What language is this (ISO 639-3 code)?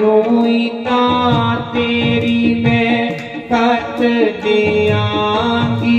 doi